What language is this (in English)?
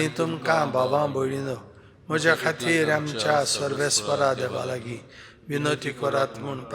Konkani